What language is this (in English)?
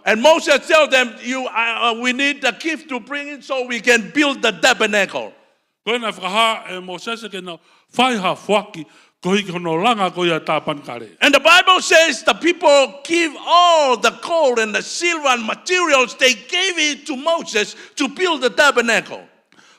Tongan